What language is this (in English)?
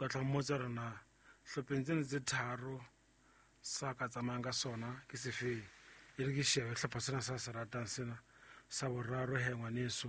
Southern Sotho